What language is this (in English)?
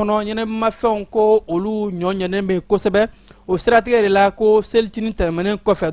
Bambara